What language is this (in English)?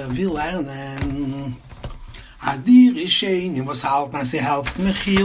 Yiddish